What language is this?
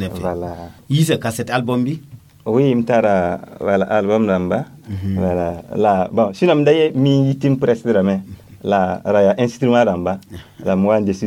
Mossi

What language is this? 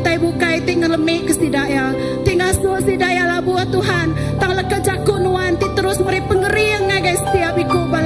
Iban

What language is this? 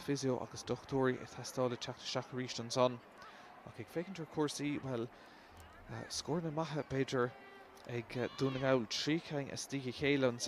Irish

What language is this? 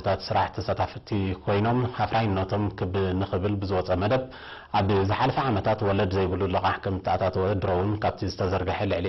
Tigrinya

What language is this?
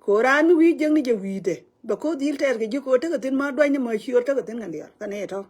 Nuer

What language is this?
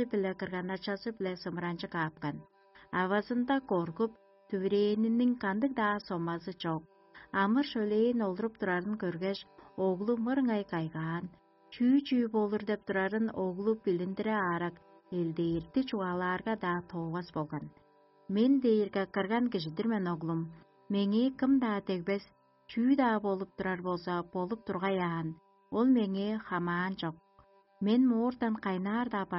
Tuvinian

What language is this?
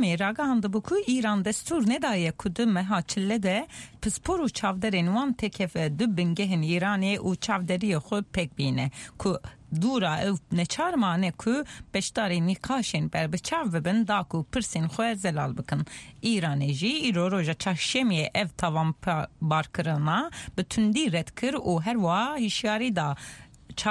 Kurdish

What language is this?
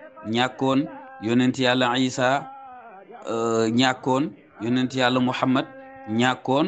Wolof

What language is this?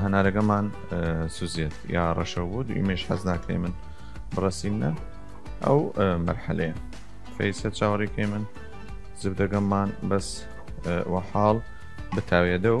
Southern Kurdish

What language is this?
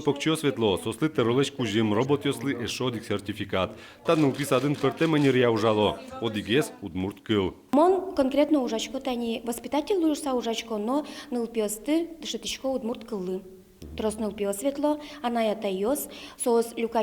Udmurt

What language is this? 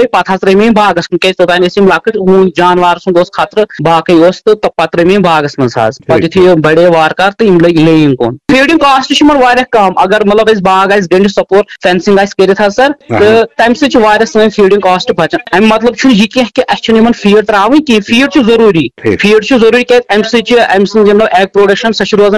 Kashmiri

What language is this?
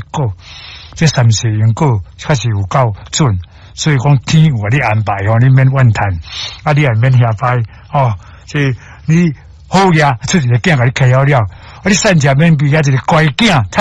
Min Nan Chinese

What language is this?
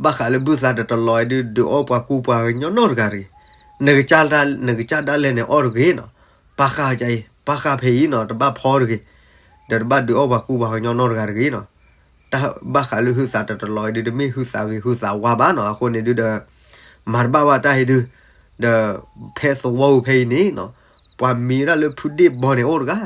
S'gaw Karen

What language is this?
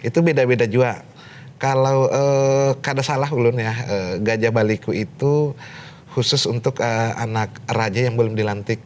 Banjar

